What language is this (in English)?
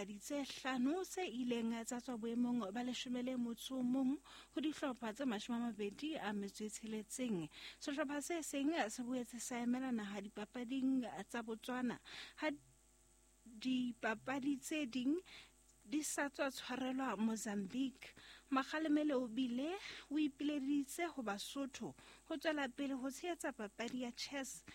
Southern Sotho